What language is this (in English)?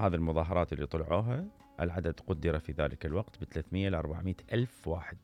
Mesopotamian Arabic